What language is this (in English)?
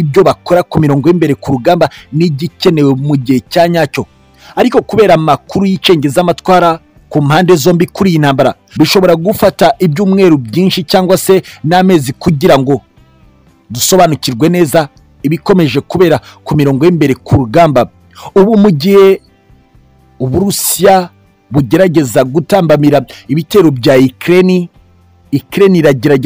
Kinyarwanda